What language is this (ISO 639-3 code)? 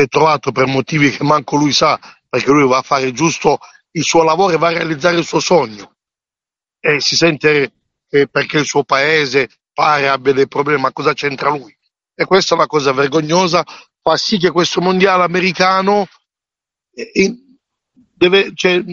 ita